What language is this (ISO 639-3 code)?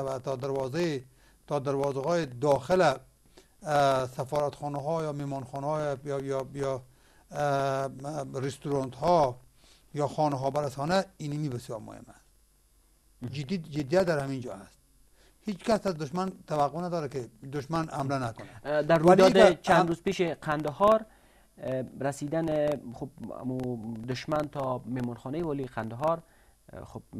fas